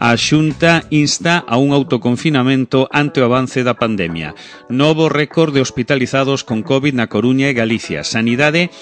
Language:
Galician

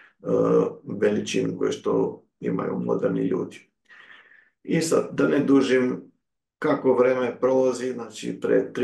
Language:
Serbian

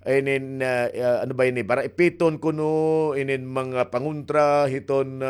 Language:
Waray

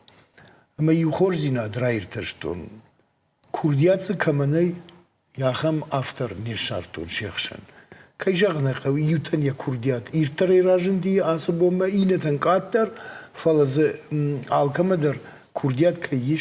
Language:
Ossetic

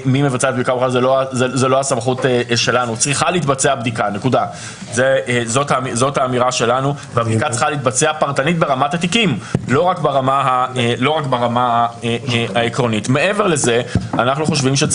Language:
Hebrew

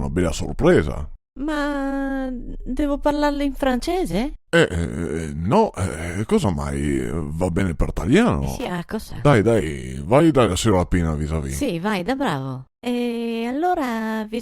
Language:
Venetian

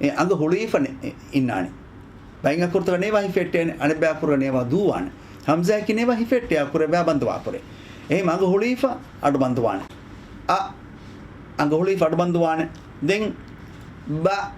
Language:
Divehi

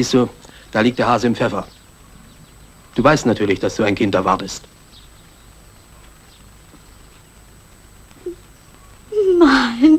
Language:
German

